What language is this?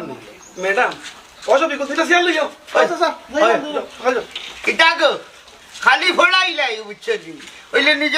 Sylheti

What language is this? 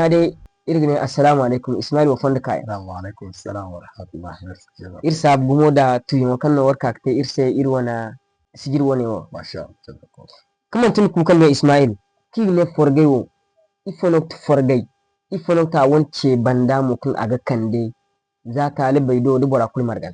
Zarma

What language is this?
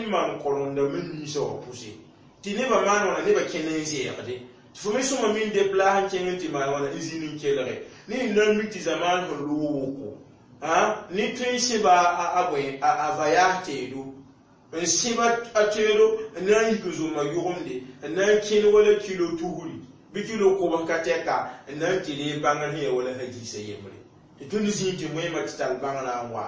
Mossi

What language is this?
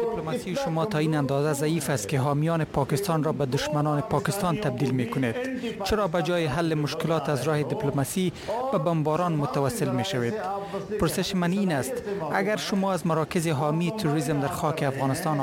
Persian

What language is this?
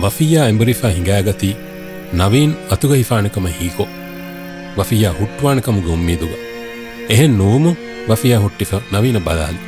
Divehi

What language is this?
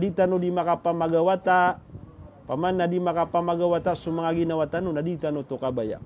Maranao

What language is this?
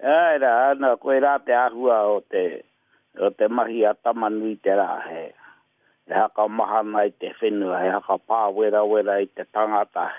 Māori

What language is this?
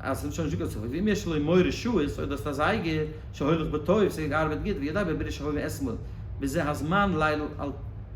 Yiddish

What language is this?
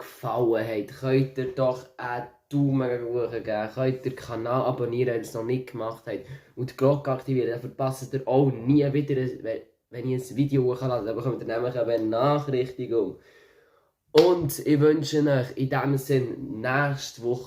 Swiss German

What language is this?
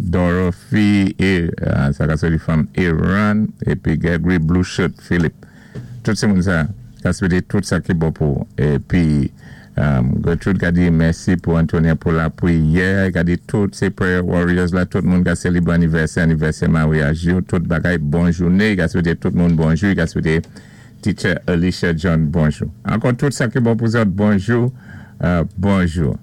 Saint Lucian Creole French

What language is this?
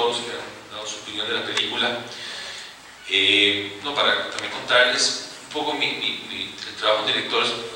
Spanish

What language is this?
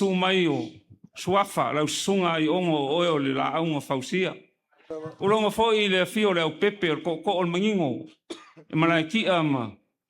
Samoan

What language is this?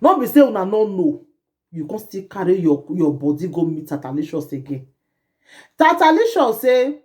Nigerian Pidgin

